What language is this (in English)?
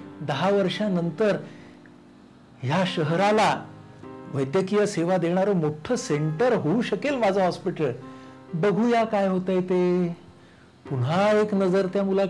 Marathi